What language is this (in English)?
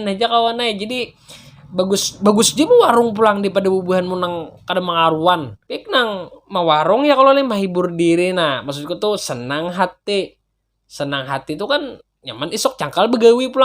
Banjar